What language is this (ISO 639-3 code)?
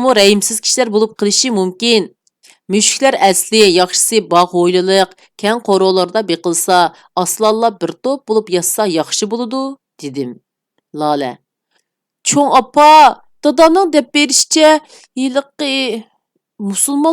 uig